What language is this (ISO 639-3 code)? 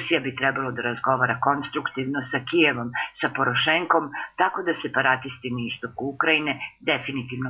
srp